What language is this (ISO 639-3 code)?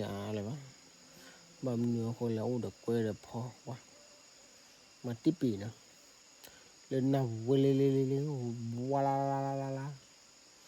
ksw